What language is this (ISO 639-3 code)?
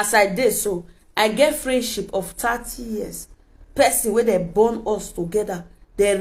pcm